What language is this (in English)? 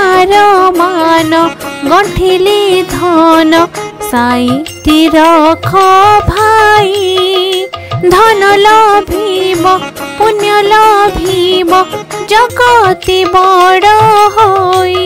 Odia